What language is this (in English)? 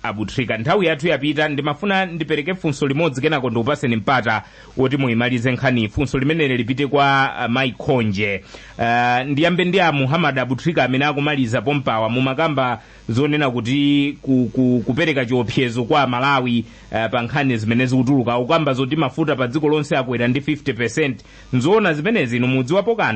Nyanja